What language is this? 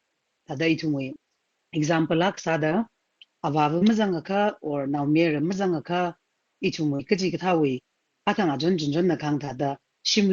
Tangkhul Naga (India)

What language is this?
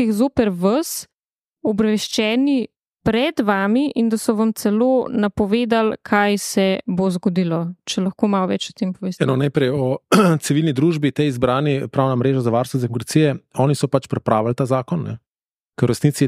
Slovenian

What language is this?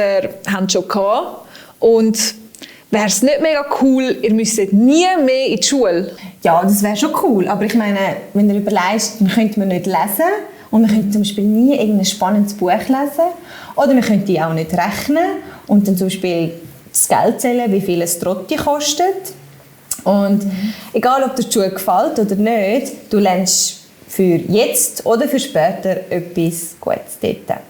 Swiss German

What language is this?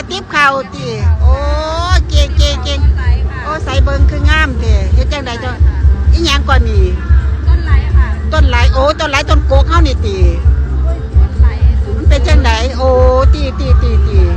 Northeastern Thai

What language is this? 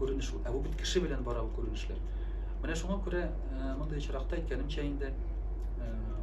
Tatar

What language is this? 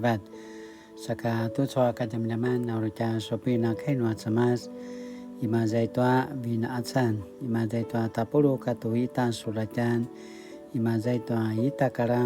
Paiwan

